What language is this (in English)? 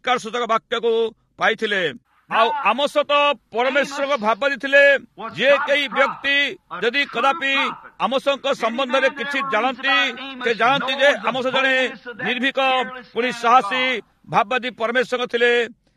Odia